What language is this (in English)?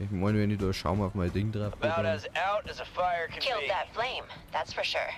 Bavarian